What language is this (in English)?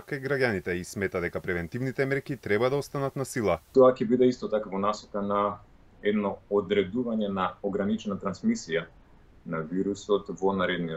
Macedonian